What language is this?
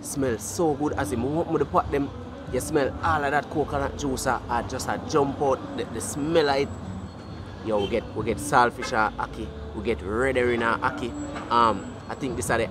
Jamaican Creole English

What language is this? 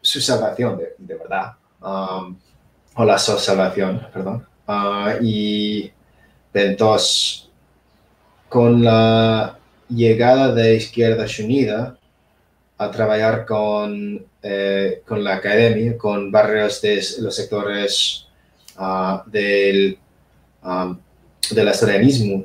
Asturian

